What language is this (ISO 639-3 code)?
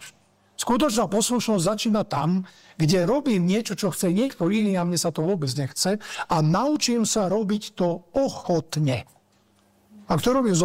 slk